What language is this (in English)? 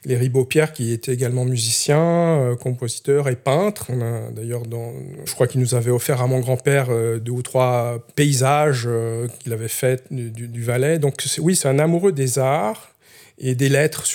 French